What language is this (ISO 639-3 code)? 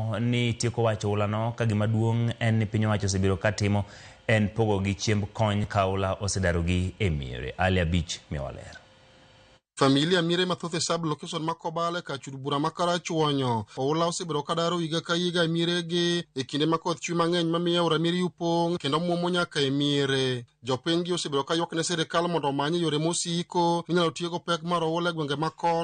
luo